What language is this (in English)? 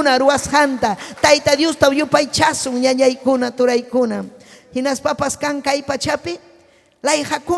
Ayacucho Quechua